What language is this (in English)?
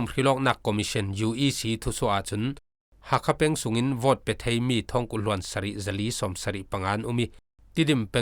Falam Chin